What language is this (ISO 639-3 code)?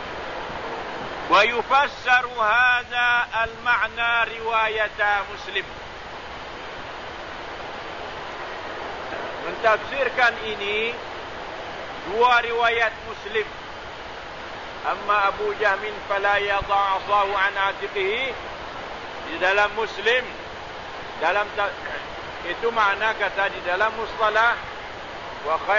msa